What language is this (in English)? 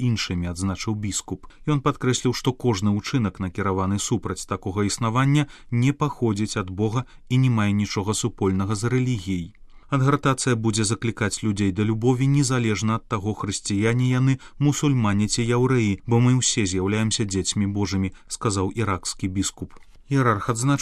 Belarusian